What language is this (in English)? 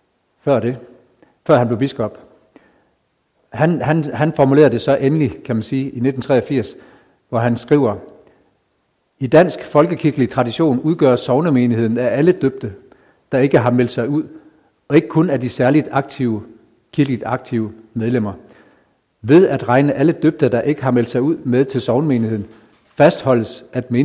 Danish